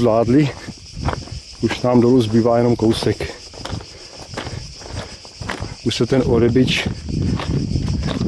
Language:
Czech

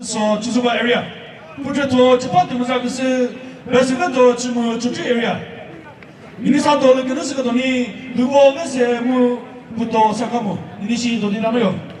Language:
Chokri Naga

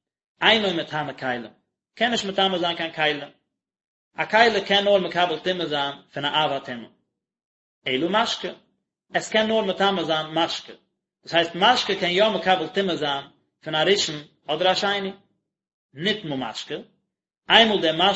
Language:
Yiddish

